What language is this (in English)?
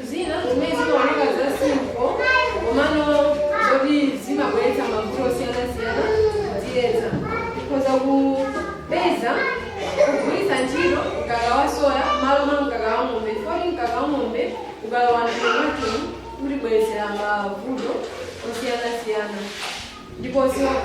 Nyanja